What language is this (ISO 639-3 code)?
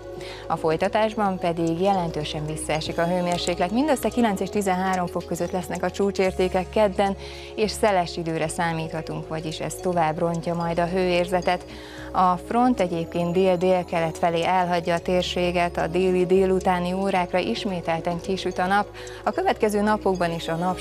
hun